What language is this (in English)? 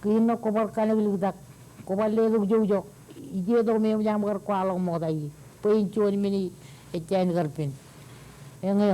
Marshallese